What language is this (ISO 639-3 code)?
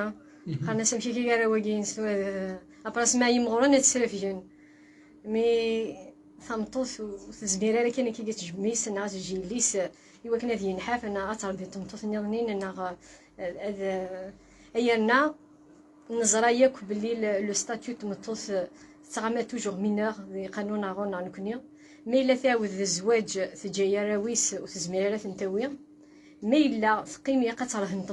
kab